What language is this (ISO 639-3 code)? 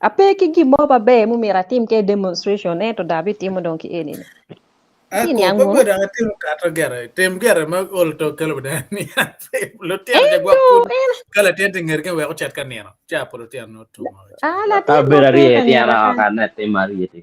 ach